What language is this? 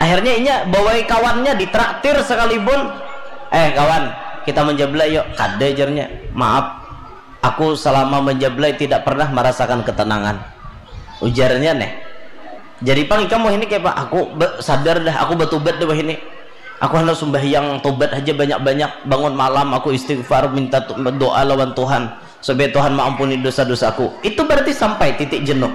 Banjar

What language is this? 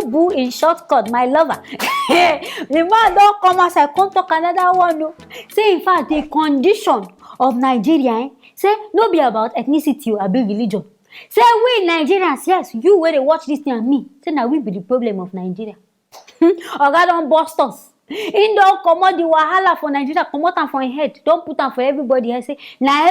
Nigerian Pidgin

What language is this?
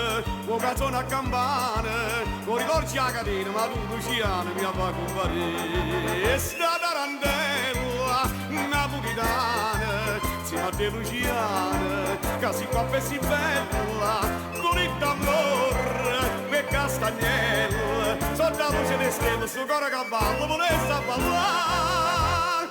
Neapolitan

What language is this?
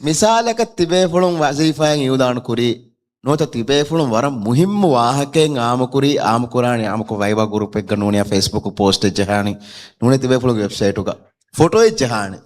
Divehi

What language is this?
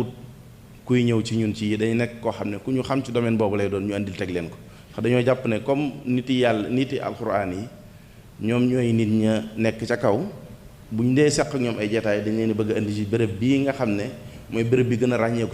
Wolof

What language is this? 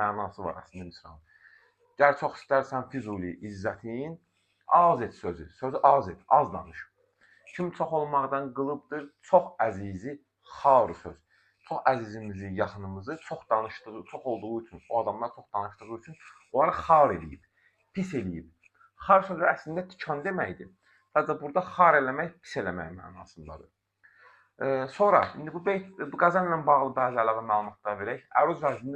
Azerbaijani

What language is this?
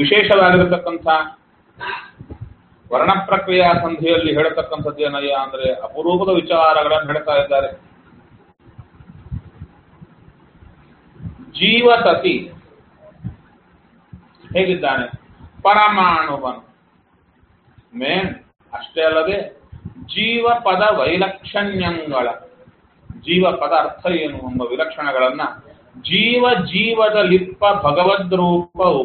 Kannada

